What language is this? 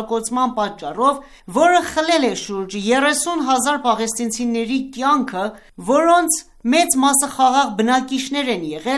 Armenian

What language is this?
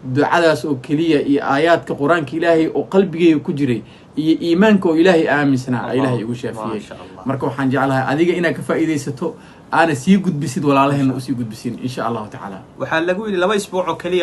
Somali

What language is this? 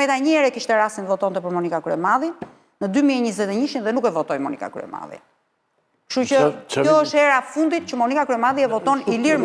Albanian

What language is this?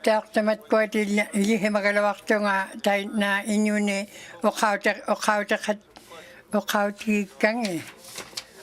Inuktitut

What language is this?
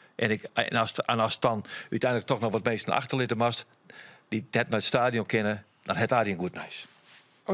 Western Frisian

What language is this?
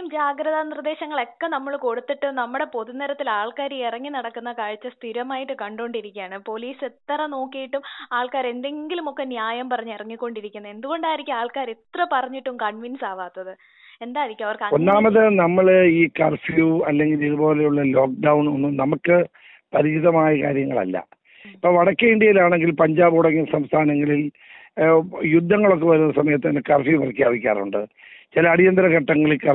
Malayalam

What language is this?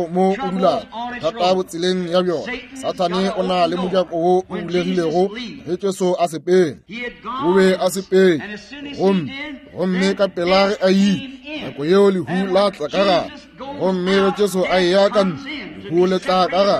Northern Sotho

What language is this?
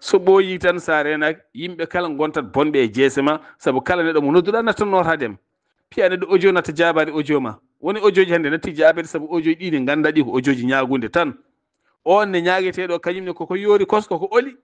Fula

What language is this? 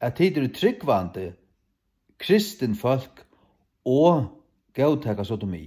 Faroese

